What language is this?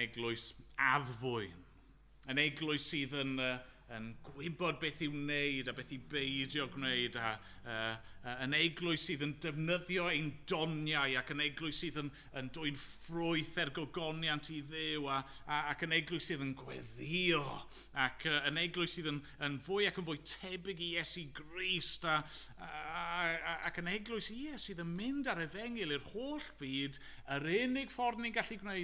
Welsh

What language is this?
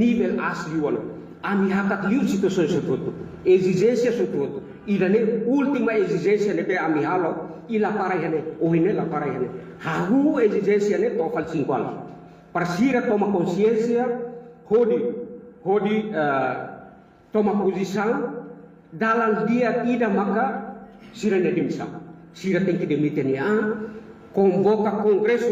Tetum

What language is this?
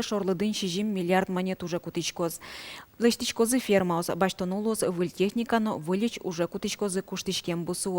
Udmurt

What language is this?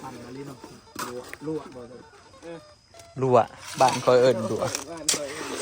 Northeastern Thai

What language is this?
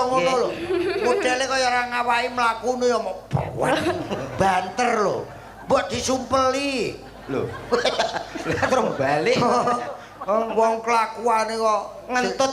Javanese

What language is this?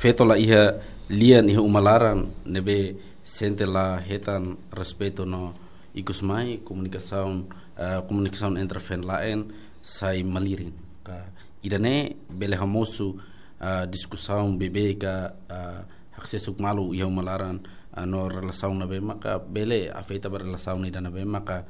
Tetum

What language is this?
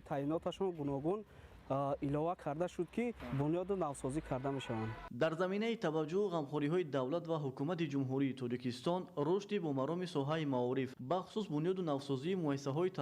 Tajik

